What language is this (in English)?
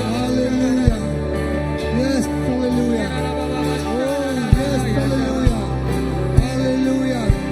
Iban